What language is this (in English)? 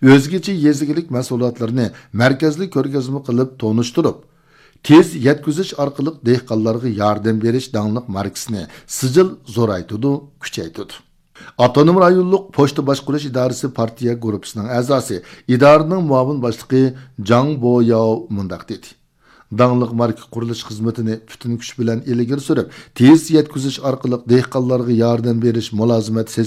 Uyghur